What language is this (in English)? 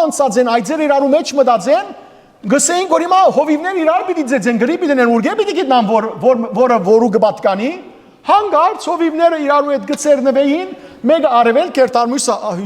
Western Armenian